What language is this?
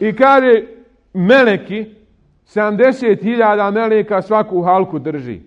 Bosnian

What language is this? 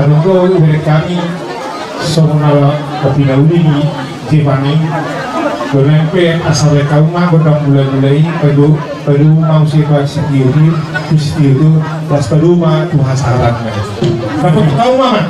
Batak Toba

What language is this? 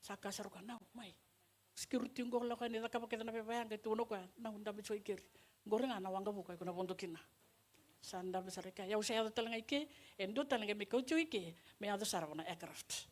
Fijian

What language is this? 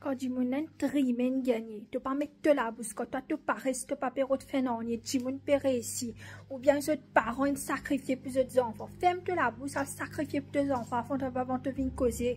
Morisyen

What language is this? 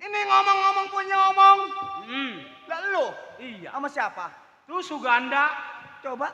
Betawi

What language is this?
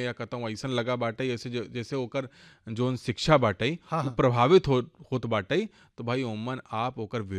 Bhojpuri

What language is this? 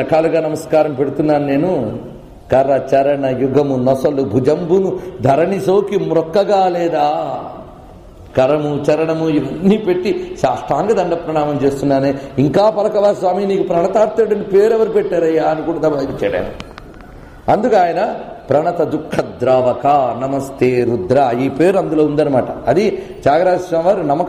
Telugu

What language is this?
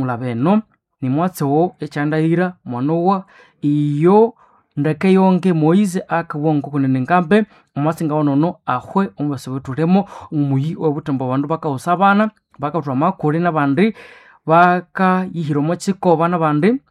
Nande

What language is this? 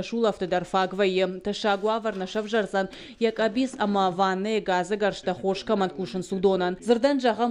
Ossetic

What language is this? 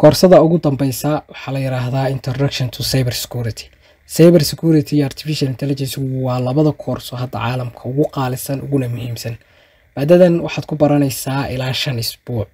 Somali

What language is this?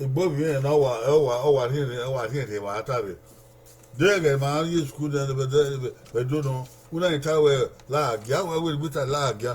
Bini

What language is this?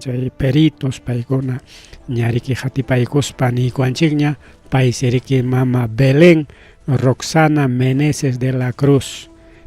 Ayacucho Quechua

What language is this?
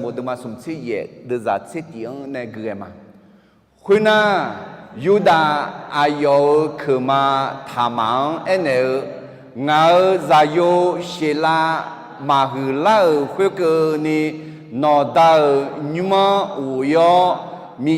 Akha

